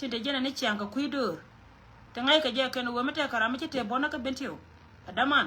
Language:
Nuer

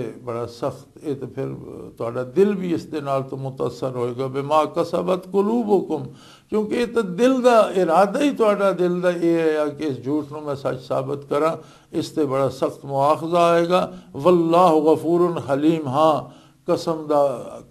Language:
Western Panjabi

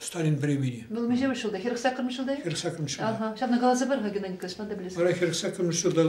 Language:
Chuvash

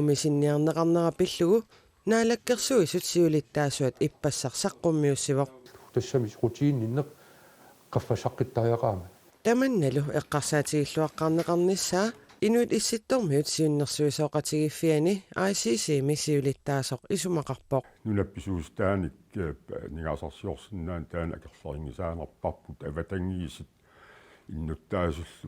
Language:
Kalaallisut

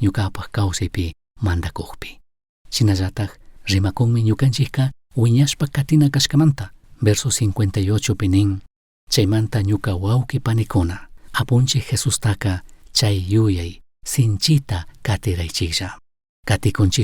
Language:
Chimborazo Highland Quichua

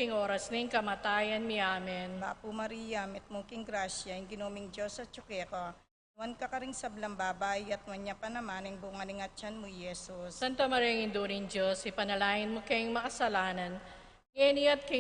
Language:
Pampanga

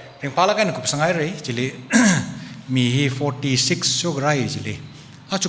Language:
Tangkhul Naga (India)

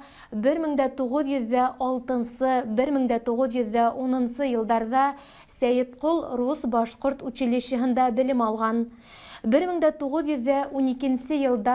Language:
Bashkir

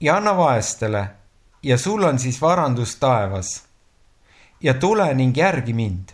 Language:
Estonian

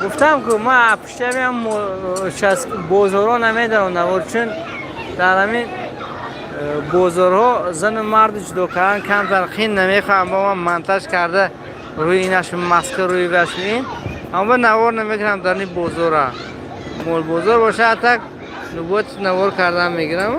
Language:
Tajik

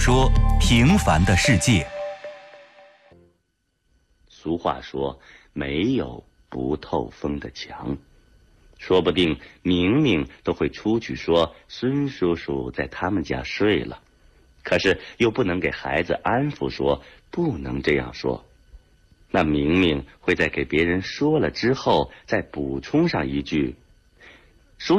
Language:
Chinese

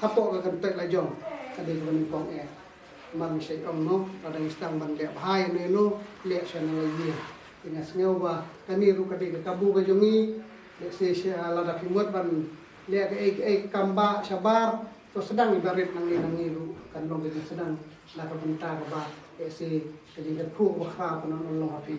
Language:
Khasi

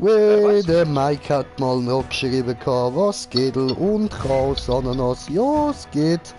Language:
Swiss German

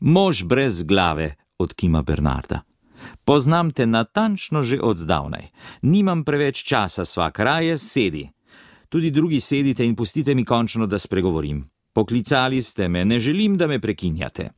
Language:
Slovenian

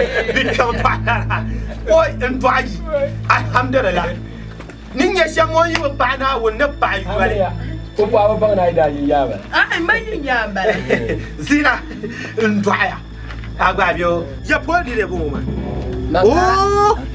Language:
Dagbani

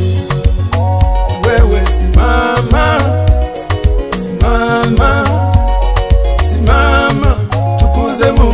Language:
Swahili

